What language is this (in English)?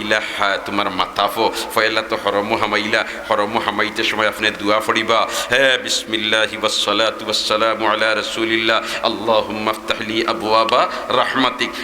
Sylheti